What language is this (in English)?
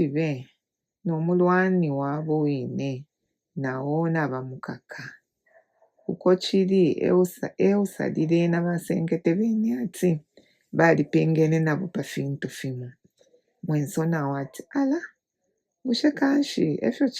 Bemba